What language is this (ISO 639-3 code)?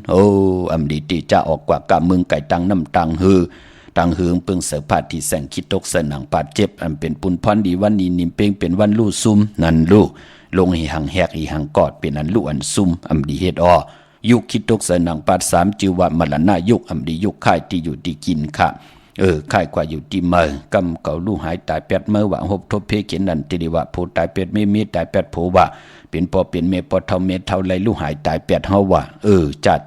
shn